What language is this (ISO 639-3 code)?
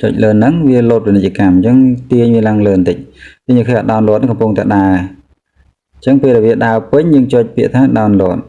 khm